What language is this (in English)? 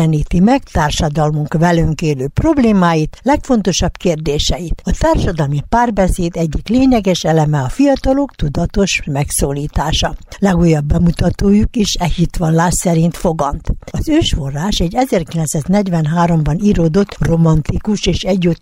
Hungarian